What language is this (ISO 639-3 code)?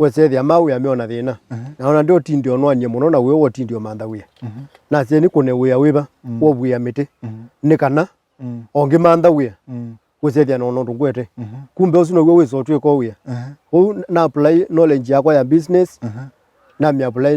kam